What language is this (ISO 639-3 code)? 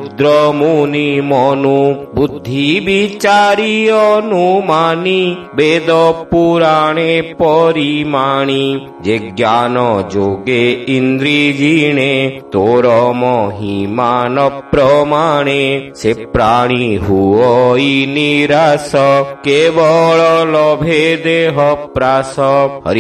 ori